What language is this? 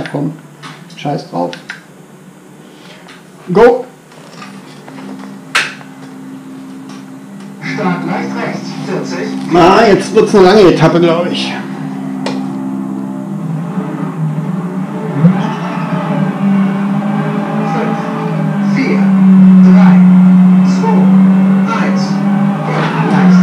German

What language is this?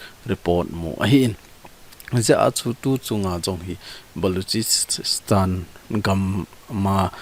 Thado Chin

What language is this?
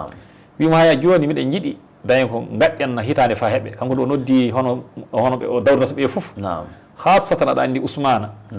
Fula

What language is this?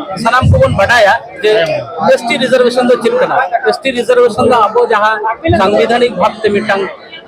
Santali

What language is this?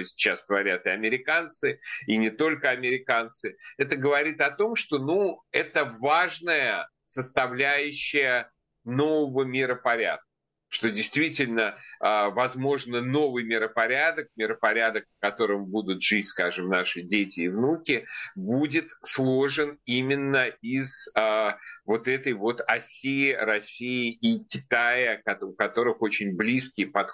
Russian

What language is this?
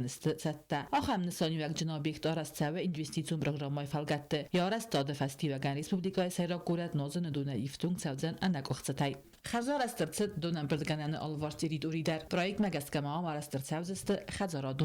Ossetic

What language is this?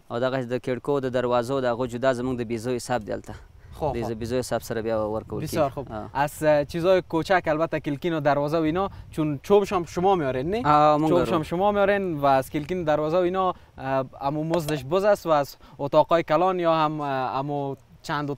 Persian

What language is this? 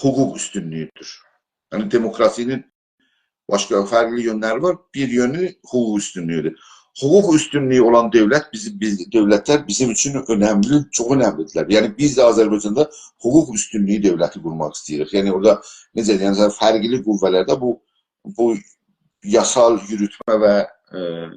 South Azerbaijani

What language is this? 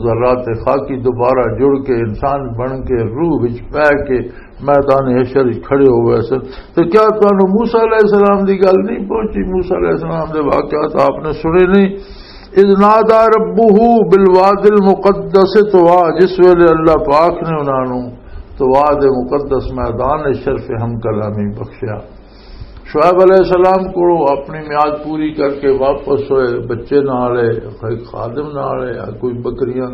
Western Panjabi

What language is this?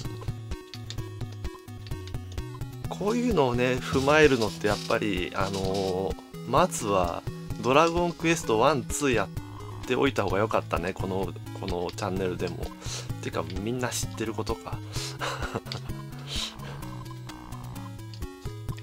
Japanese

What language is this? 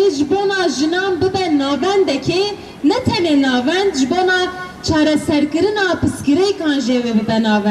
Kurdish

